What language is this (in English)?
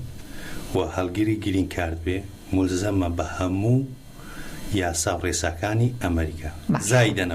Central Kurdish